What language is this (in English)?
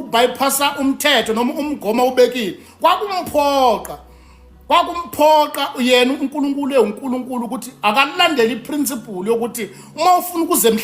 Zulu